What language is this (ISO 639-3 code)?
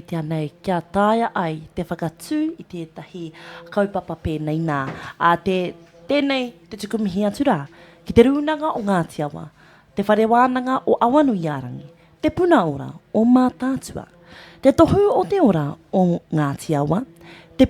mri